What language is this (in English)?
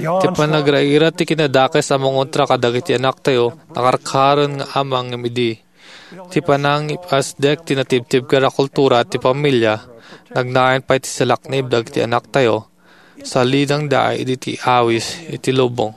Iloko